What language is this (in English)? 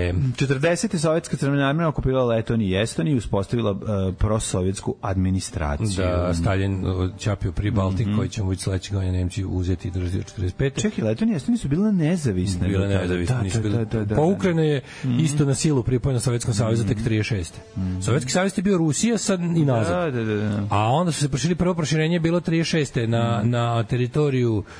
Serbian